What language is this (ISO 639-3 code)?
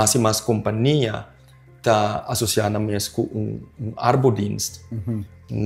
pap